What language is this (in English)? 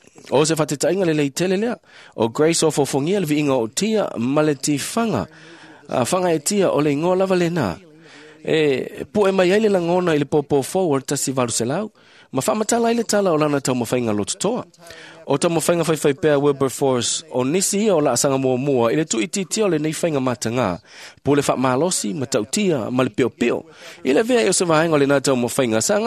Samoan